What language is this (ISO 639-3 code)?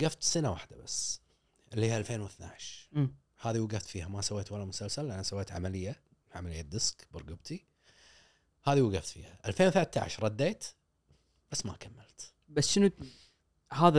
afb